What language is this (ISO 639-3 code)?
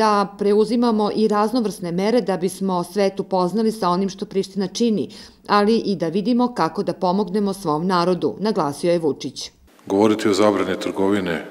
srp